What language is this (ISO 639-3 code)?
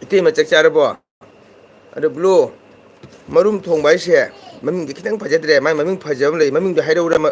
mni